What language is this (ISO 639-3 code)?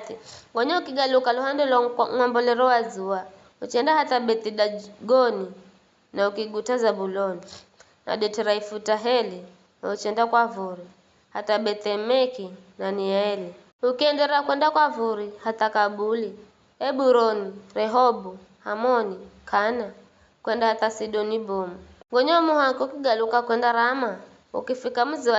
nyf